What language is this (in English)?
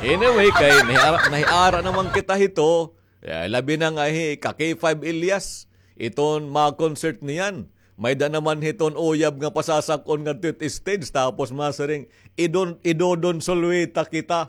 Waray